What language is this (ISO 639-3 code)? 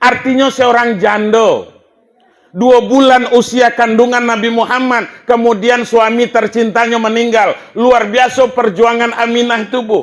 min